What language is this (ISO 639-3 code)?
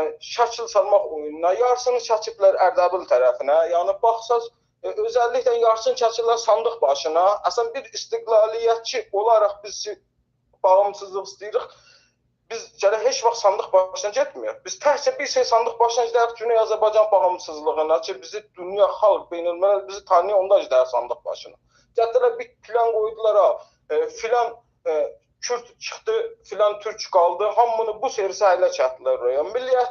azb